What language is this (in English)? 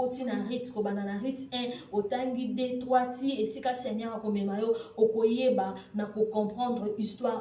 Lingala